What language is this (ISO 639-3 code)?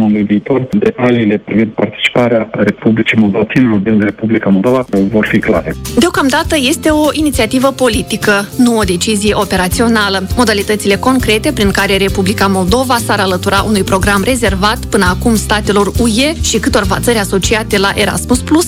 ron